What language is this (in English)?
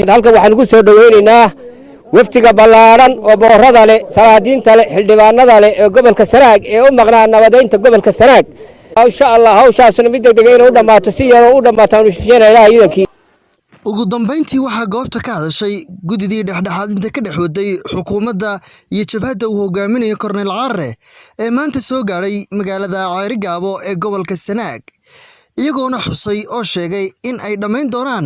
Somali